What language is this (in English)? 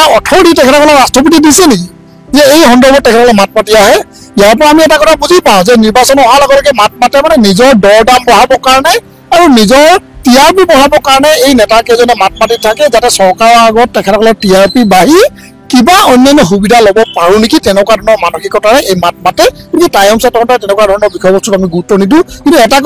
Assamese